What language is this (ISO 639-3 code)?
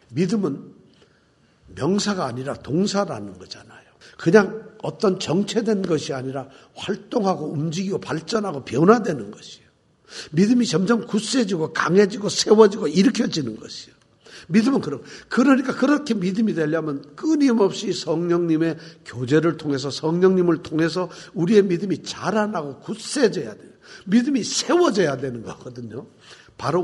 kor